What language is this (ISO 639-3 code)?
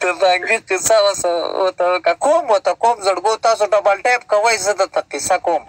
pus